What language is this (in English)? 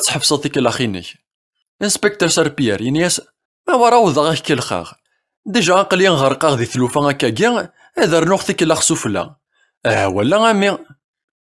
Kabyle